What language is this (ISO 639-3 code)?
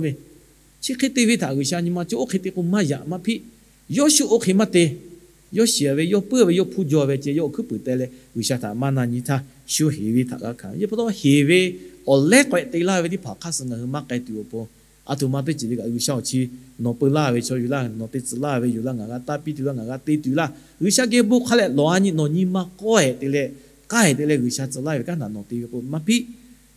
lhu